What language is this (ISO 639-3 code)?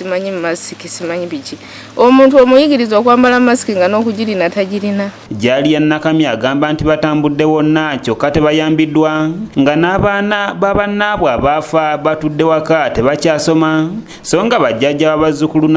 lug